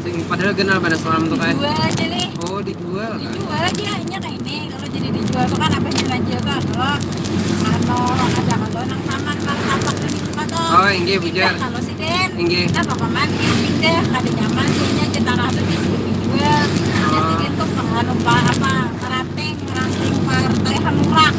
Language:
Banjar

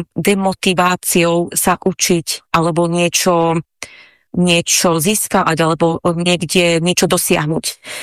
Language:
Slovak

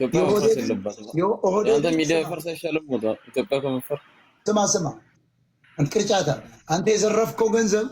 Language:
Amharic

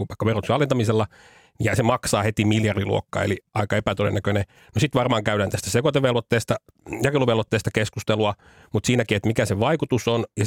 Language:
Finnish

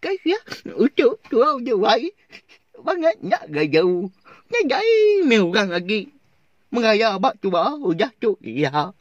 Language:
Iban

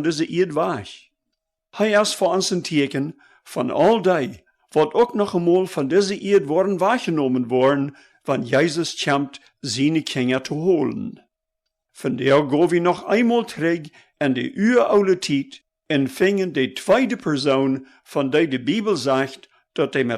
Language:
Plautdietsch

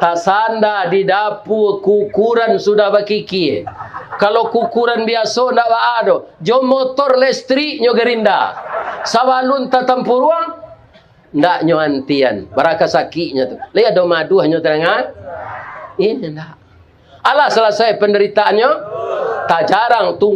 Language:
Minangkabau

